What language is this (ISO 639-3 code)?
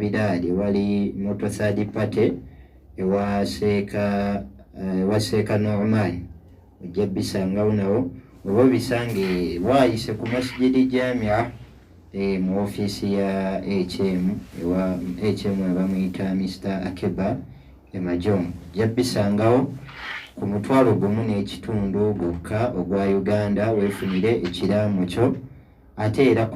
lug